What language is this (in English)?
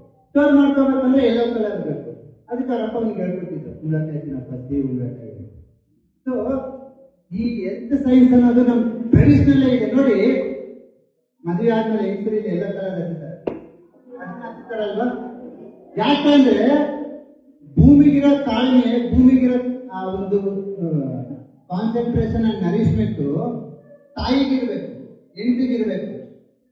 Kannada